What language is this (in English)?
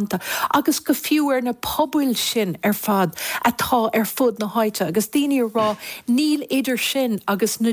Irish